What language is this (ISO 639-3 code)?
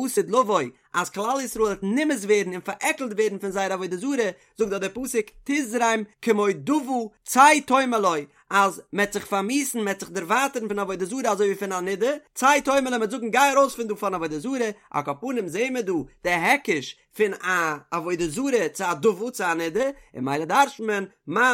yid